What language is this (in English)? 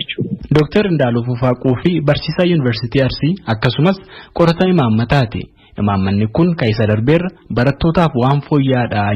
Oromo